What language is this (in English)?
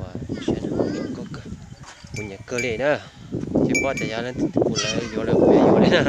Hmong